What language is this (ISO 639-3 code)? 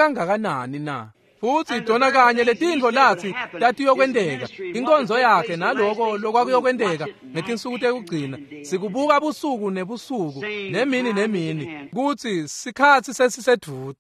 ssw